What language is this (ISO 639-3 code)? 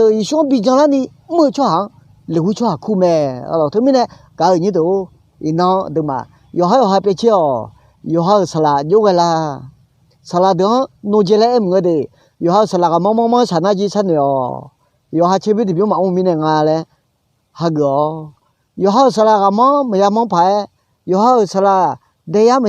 ahk